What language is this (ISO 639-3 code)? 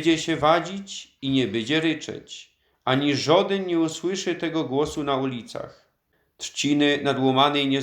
szl